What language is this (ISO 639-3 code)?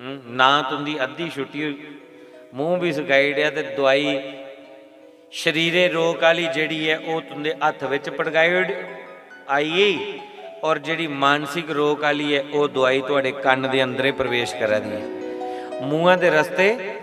doi